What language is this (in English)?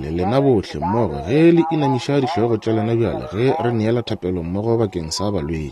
Northern Sotho